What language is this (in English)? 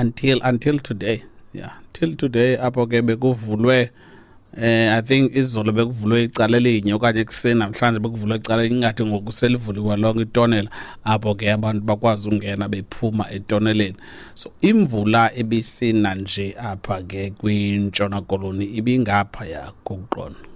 Xhosa